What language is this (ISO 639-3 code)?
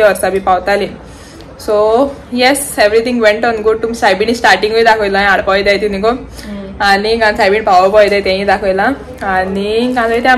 kok